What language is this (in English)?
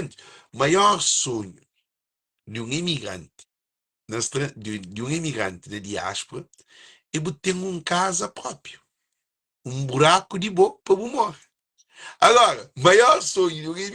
Kabuverdianu